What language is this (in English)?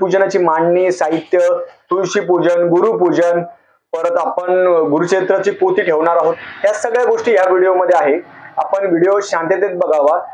Marathi